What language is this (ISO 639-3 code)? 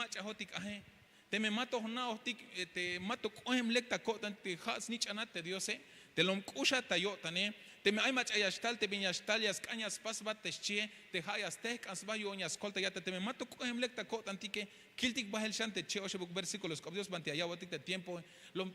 tzh